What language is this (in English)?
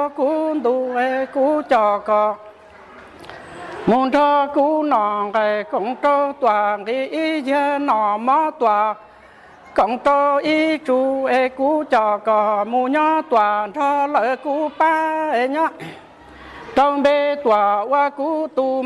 Vietnamese